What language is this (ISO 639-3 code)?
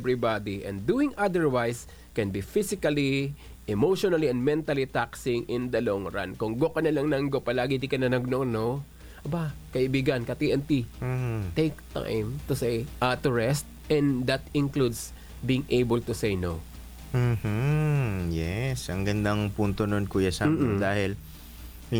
fil